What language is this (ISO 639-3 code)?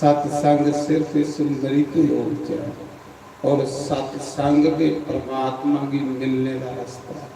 doi